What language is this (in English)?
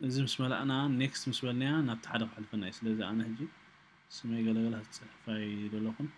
Tigrinya